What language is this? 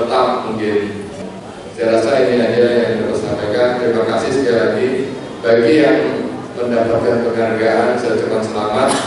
Indonesian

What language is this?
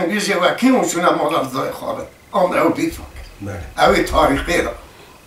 Kurdish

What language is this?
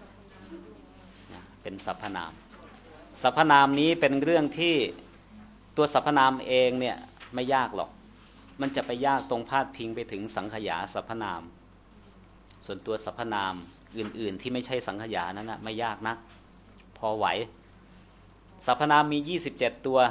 Thai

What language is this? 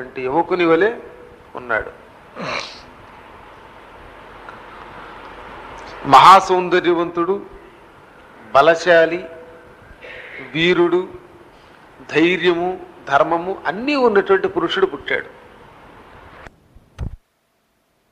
Telugu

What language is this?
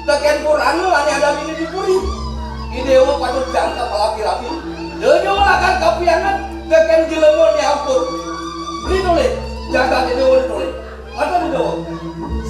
Balinese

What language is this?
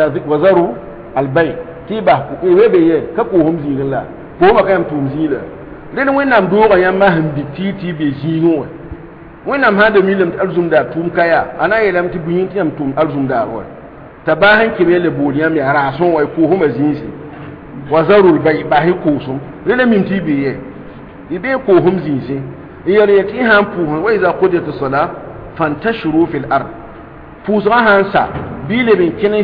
Mossi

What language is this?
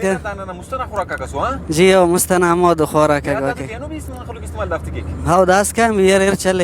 Brahui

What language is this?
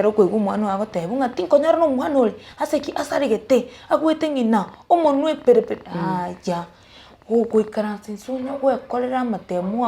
Gusii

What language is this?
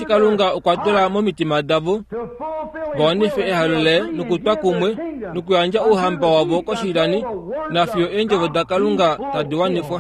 Kuanyama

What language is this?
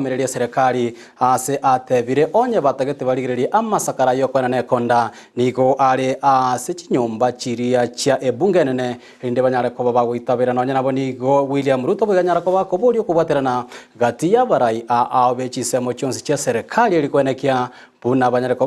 Gusii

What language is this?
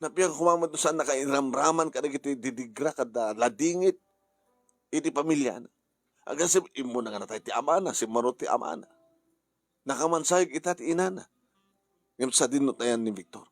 Iloko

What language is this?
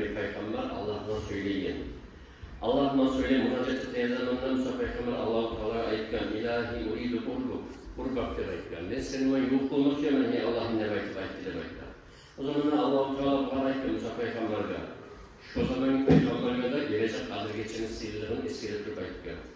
Kumyk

